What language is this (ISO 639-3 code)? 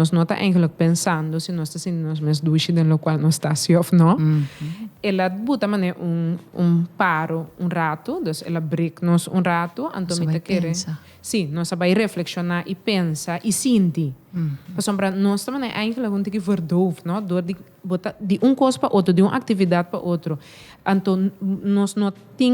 pap